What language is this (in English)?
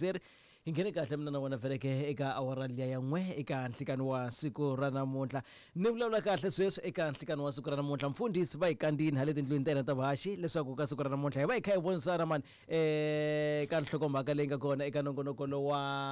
Tsonga